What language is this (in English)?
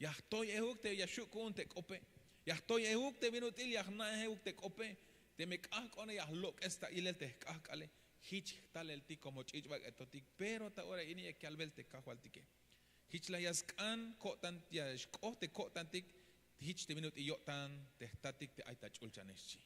Tzeltal